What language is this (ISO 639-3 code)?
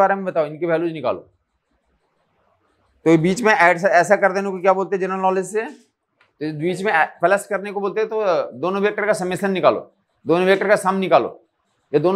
hin